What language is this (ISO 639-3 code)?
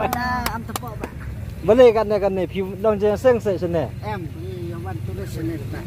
kha